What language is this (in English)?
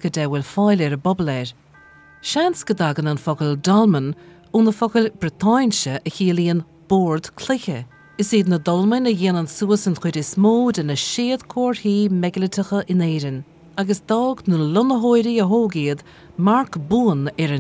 Irish